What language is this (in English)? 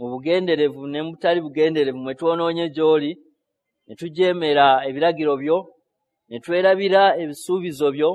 Ganda